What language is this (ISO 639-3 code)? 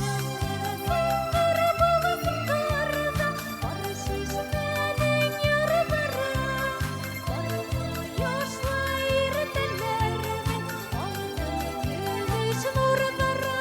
bak